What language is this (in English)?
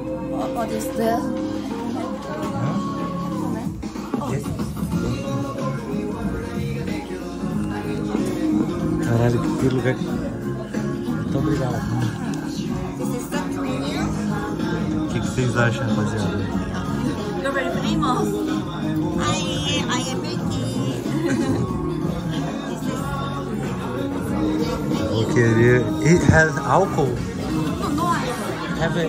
Portuguese